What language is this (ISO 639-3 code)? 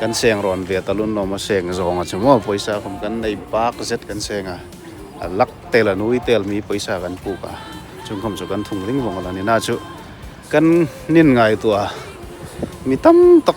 hmr